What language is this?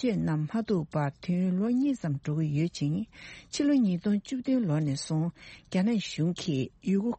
Tibetan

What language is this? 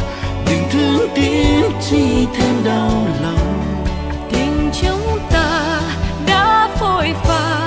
Vietnamese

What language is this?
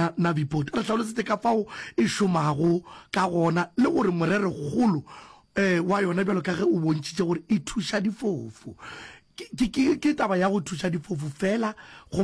Northern Sotho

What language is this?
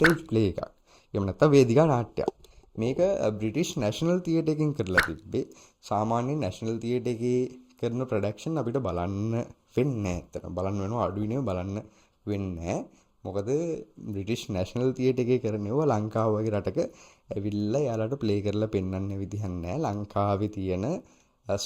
Sinhala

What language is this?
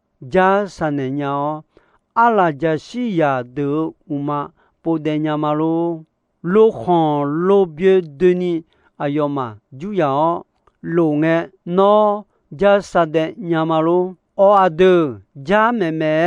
Akha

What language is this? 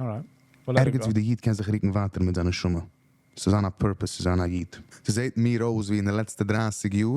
Yiddish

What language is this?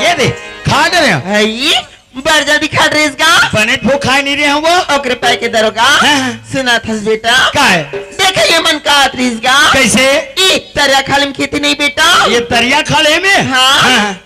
Chhattisgarhi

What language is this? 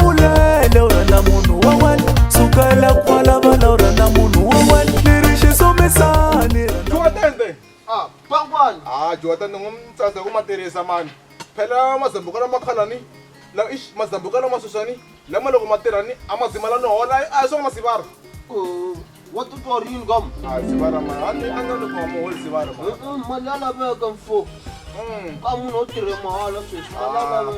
Tsonga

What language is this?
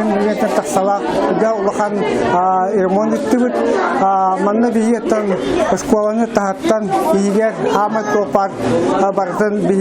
Yakut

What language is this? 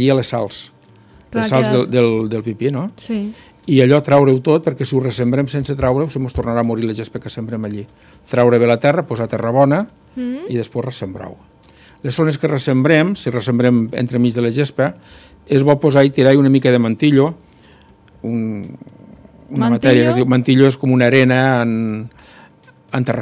Catalan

